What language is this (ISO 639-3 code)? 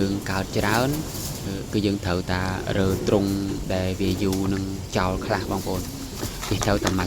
khm